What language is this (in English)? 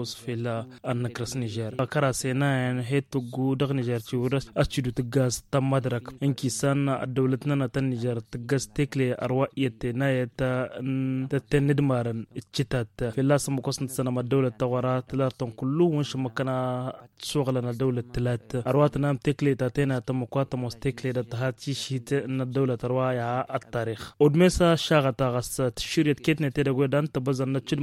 Tamasheq